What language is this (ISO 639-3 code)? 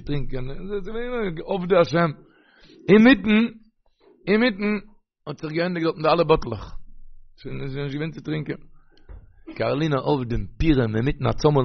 yid